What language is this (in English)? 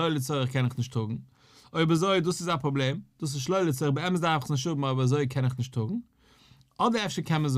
Yiddish